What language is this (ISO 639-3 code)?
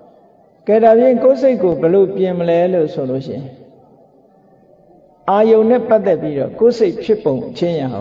mya